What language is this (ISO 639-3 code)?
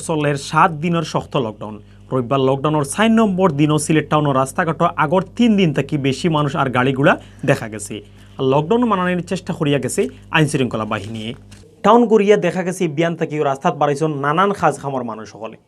syl